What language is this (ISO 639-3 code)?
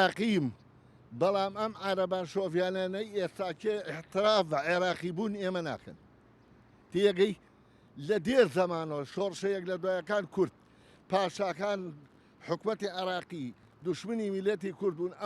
ckb